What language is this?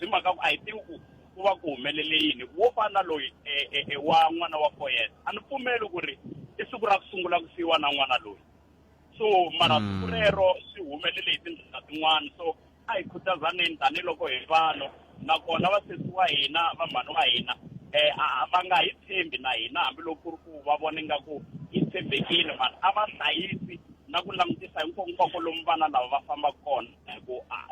Tsonga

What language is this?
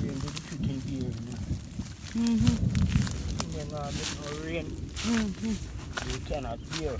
Jamaican Creole English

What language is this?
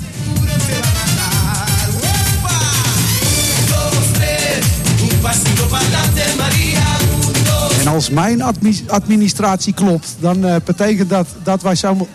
Dutch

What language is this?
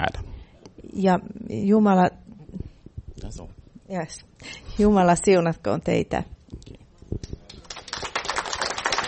Finnish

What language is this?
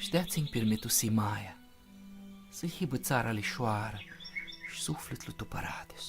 Aromanian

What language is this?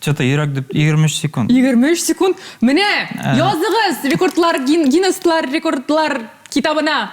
Tatar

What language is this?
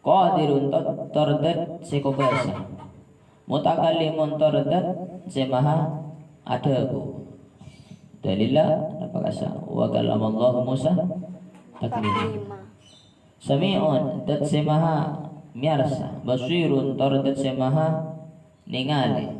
Madurese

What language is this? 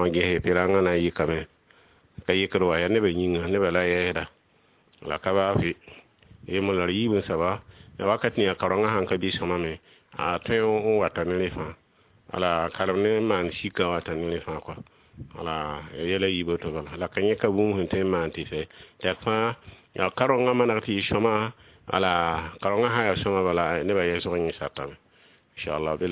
Mossi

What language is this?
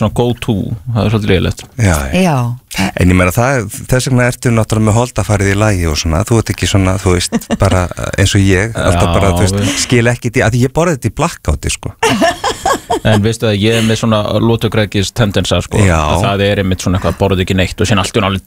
Icelandic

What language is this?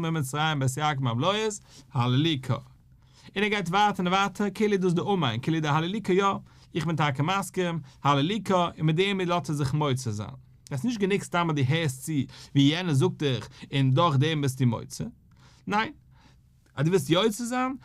Yiddish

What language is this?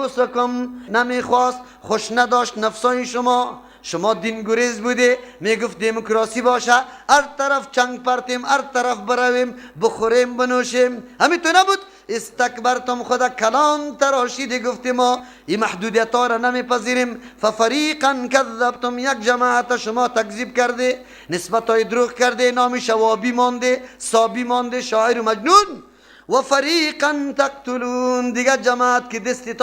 Persian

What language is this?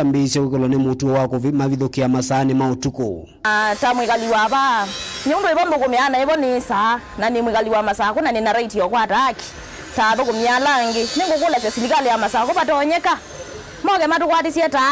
Kamba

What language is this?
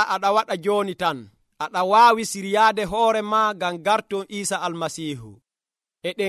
Nigerian Fulfulde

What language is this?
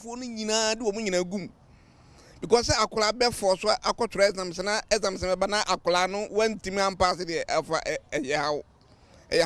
Akan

